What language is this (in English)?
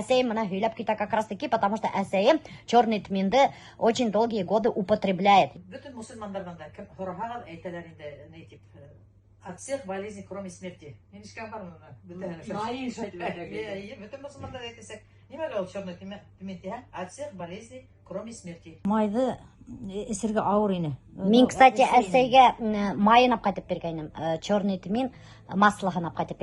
Bashkir